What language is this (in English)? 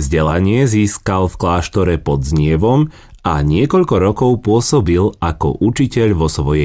Slovak